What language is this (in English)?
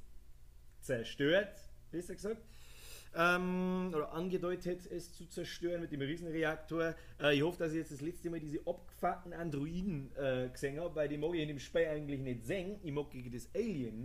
Bavarian